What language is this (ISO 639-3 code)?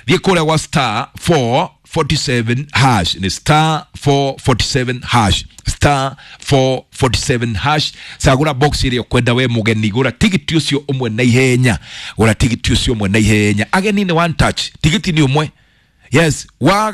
kik